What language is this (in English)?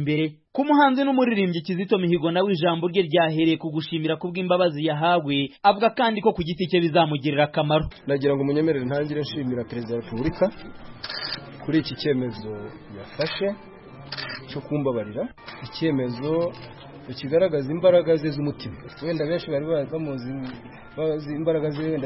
Kinyarwanda